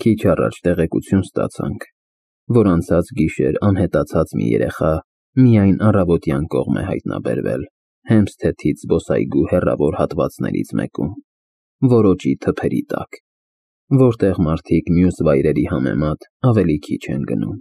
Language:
Armenian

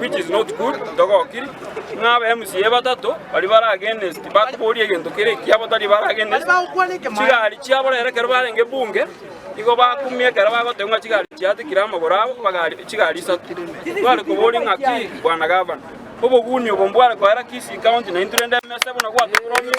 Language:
Gusii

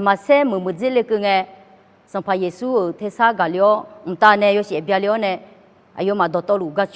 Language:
Akha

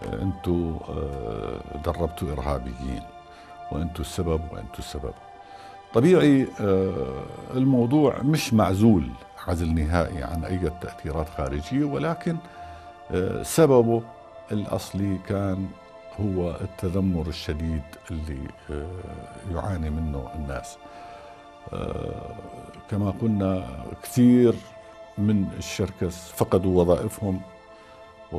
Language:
North Levantine Arabic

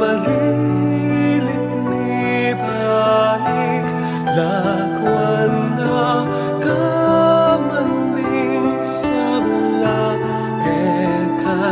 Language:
Pampanga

